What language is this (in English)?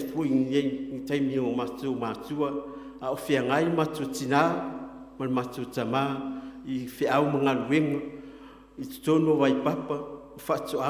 Samoan